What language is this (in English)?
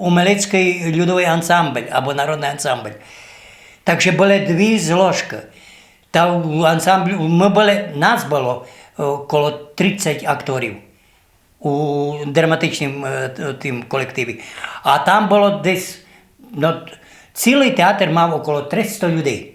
Rusyn